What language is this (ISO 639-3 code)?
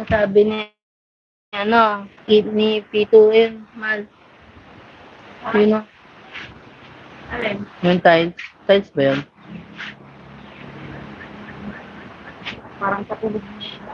fil